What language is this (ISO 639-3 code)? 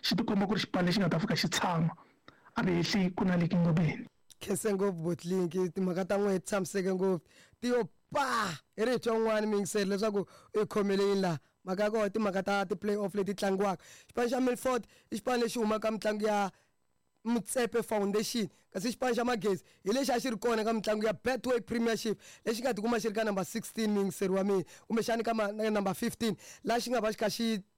tso